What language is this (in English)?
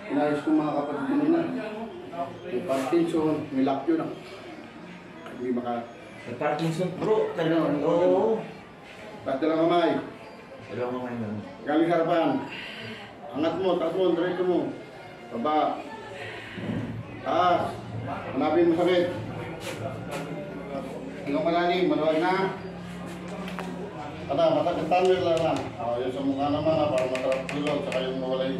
Filipino